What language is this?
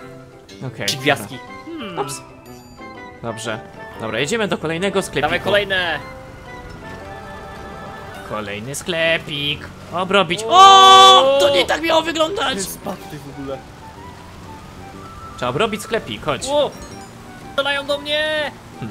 Polish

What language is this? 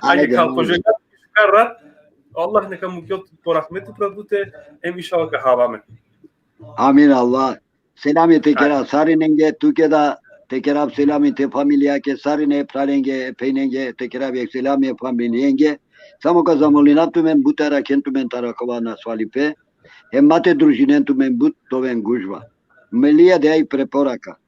Balkan Romani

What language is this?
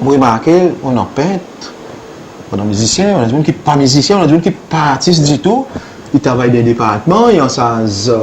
Seselwa Creole French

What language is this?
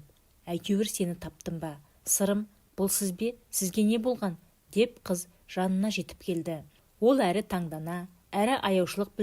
Kazakh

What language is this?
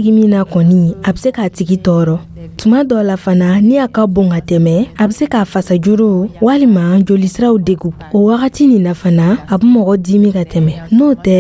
Dyula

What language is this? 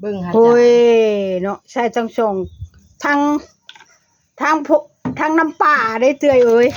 Northeastern Thai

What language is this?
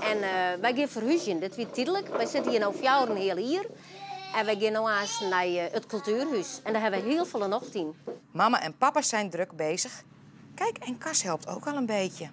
Western Frisian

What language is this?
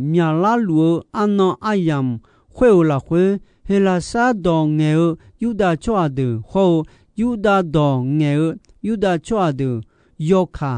Akha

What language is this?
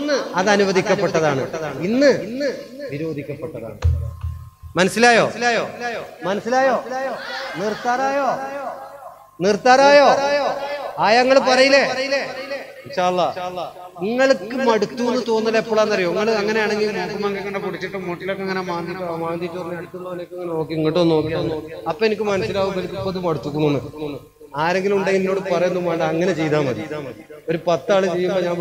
Malayalam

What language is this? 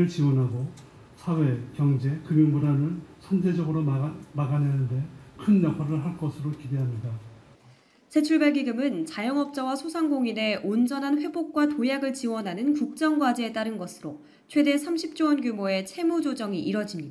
Korean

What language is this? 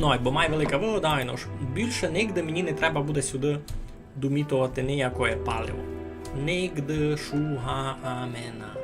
Rusyn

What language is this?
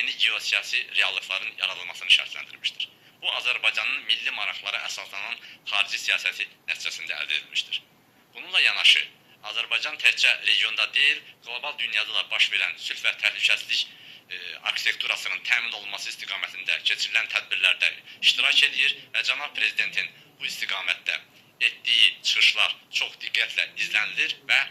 Azerbaijani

